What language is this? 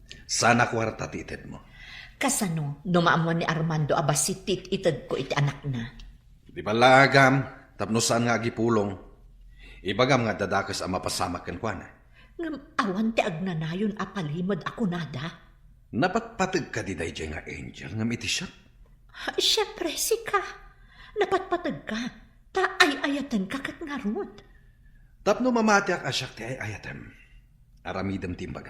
Iloko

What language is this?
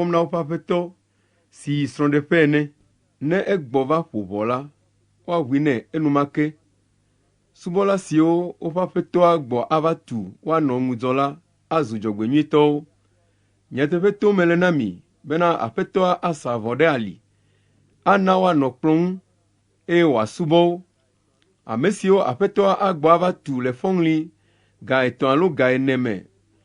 Ewe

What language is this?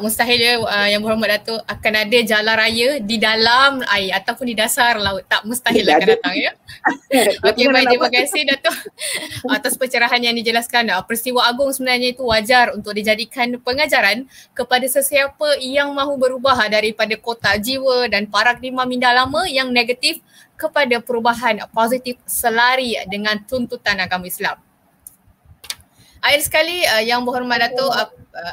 Malay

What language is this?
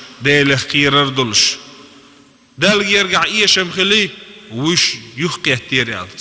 Chechen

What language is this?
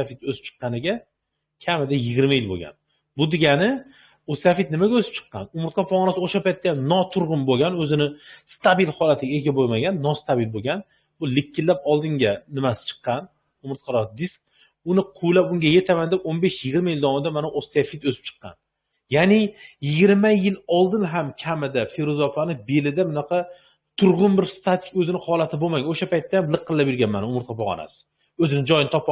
Uzbek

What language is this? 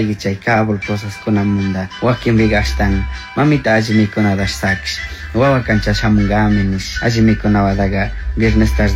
Chimborazo Highland Quichua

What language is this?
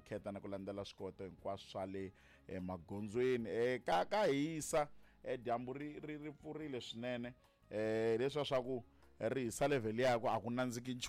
Tsonga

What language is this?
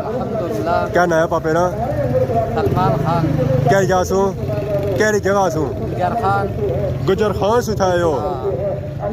Pahari-Potwari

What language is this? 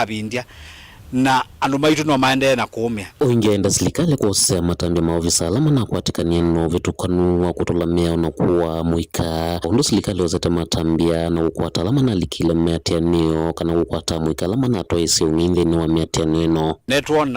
Kamba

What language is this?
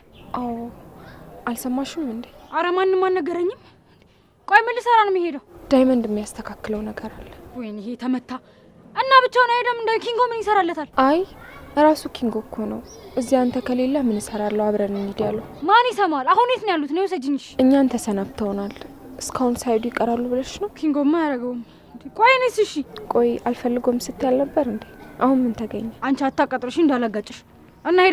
Amharic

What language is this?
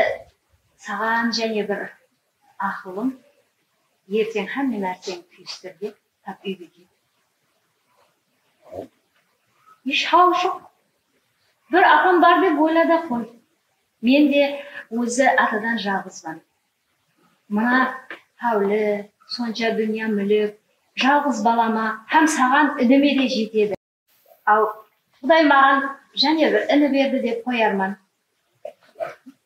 Kara-Kalpak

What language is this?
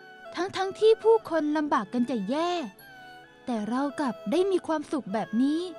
Thai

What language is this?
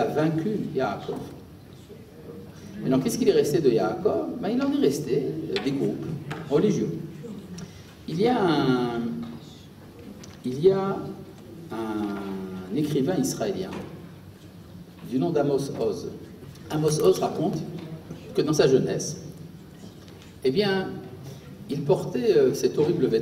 French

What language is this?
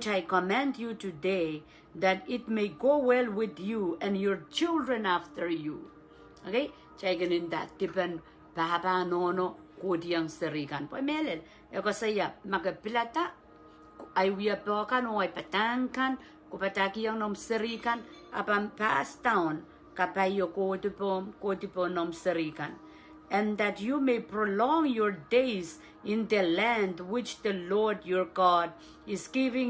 Pohnpeian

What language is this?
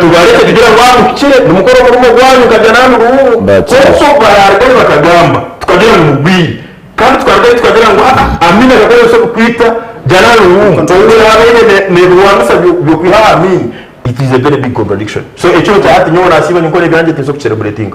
Nyankole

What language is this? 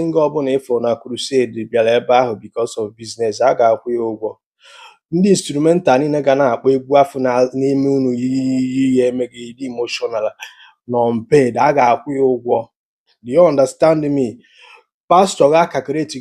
Igbo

